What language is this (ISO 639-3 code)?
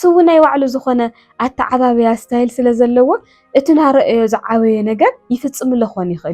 tir